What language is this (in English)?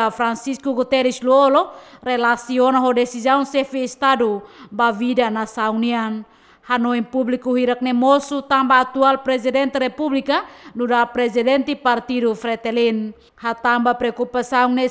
Tetum